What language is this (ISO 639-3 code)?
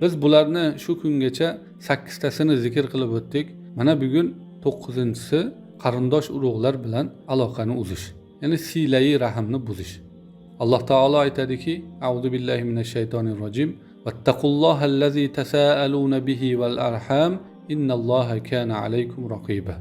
uzb